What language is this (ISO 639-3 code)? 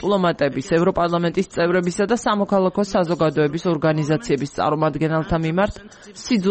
kat